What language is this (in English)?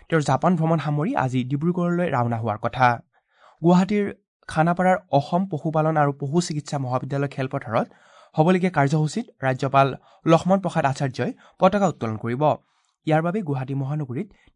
Assamese